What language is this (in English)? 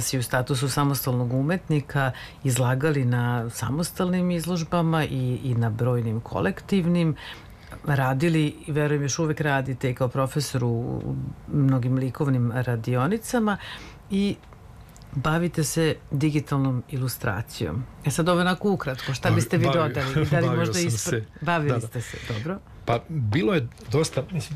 Serbian